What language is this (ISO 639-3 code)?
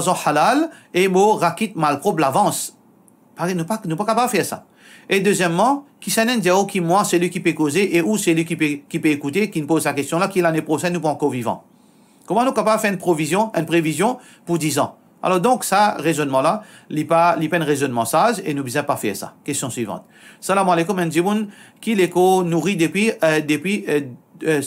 mfe